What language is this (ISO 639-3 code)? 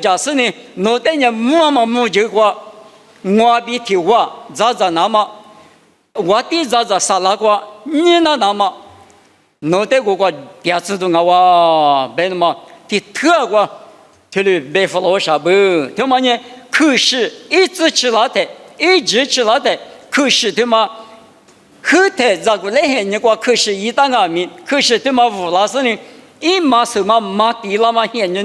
lis